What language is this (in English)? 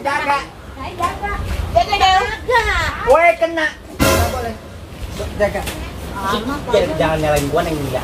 Betawi